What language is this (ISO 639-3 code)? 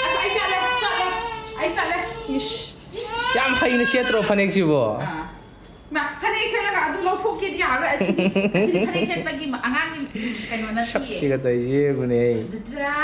mni